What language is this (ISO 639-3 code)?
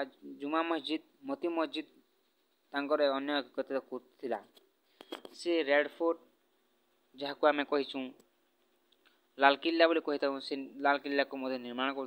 ori